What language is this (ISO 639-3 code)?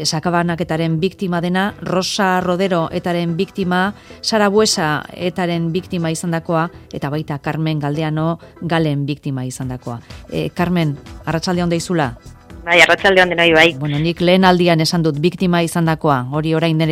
eus